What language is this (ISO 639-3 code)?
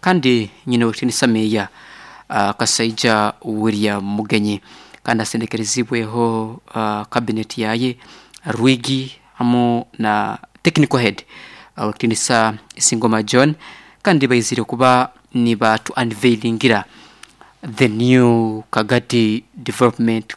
nyo